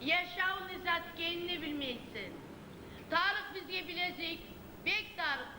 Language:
Kumyk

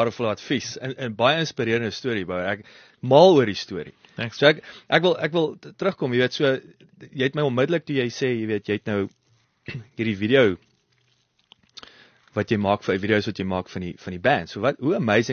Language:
Afrikaans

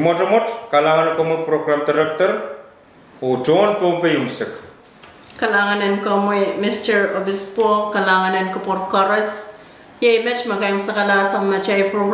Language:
Pohnpeian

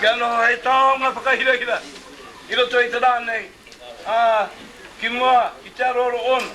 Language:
Māori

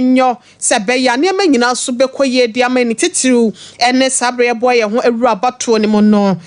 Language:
Akan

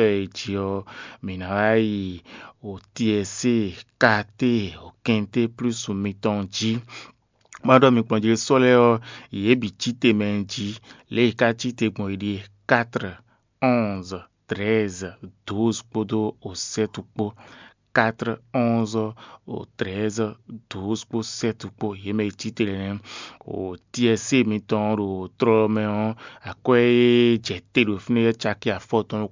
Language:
Fon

